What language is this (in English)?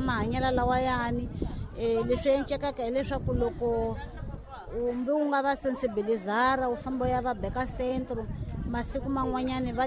Tsonga